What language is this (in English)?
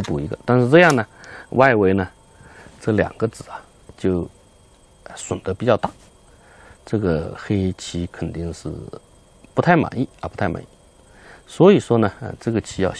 Chinese